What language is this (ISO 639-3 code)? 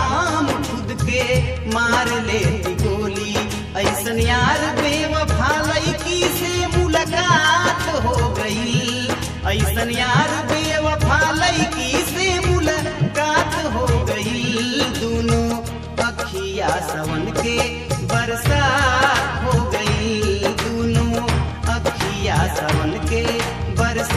bho